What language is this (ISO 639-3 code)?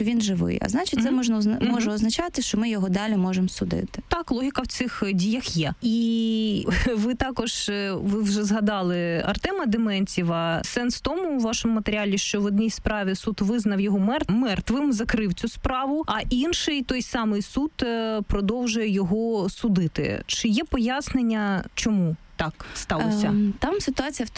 ukr